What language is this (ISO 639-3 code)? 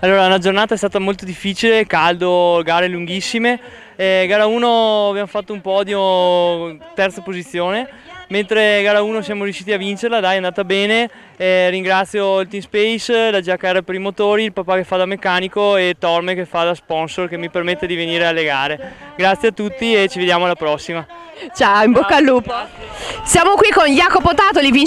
ita